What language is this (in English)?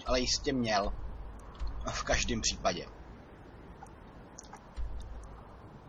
Czech